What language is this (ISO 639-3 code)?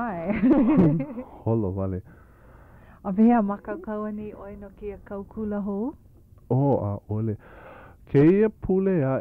haw